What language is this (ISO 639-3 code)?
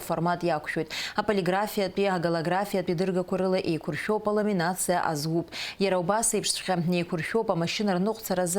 abk